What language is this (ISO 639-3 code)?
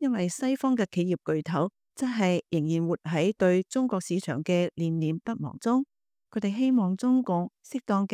yue